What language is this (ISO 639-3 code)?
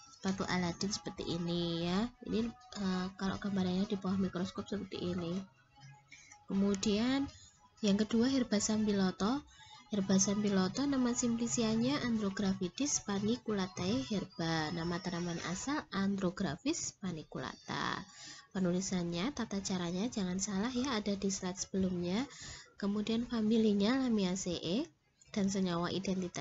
ind